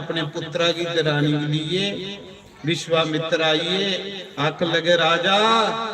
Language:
Dogri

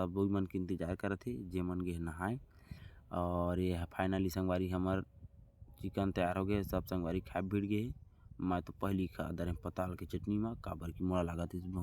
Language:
Chhattisgarhi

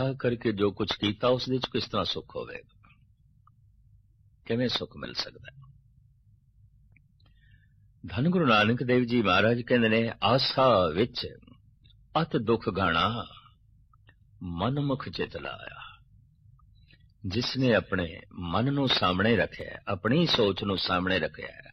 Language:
Punjabi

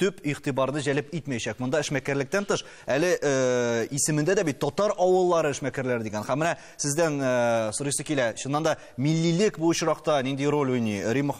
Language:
Tatar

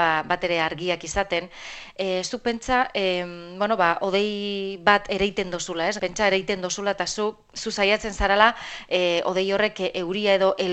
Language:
Basque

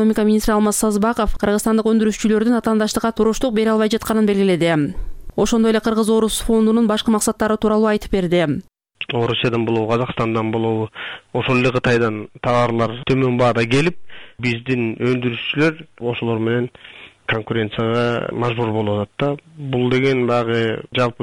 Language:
Kyrgyz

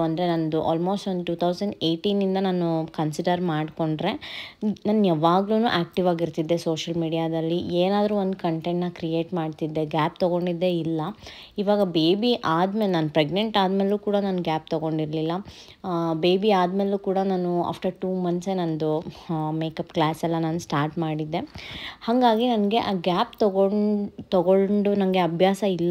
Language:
Kannada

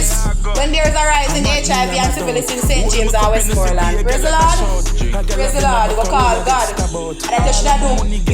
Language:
Jamaican Creole English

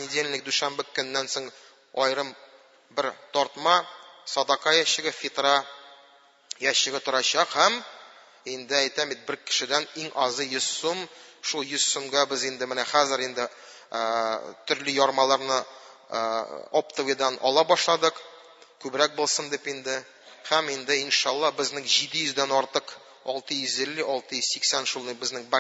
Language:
Tatar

